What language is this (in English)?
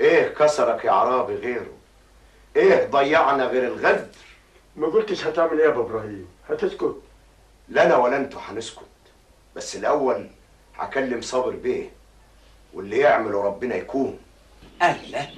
Egyptian Arabic